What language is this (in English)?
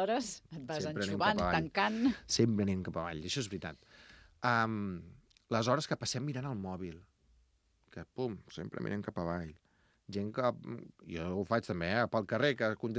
Catalan